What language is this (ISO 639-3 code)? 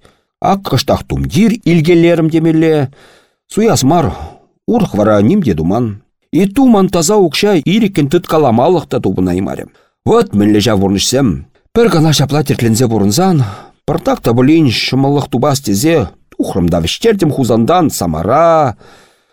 chv